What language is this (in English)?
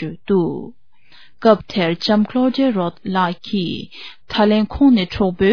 Tibetan